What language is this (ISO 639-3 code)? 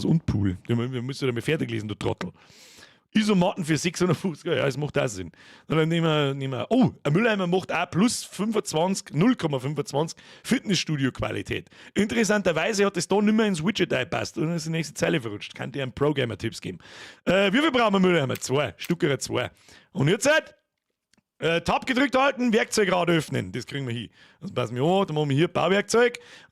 bar